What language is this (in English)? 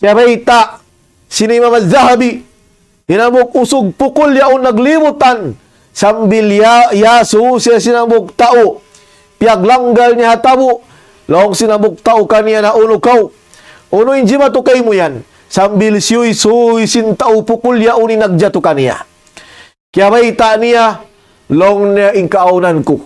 Tausug